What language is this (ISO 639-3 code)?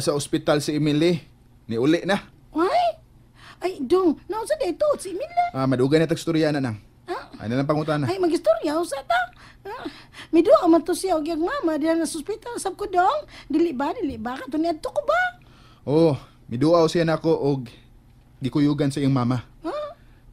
ceb